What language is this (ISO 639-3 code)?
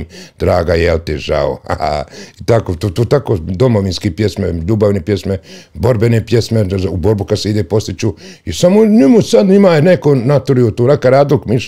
bos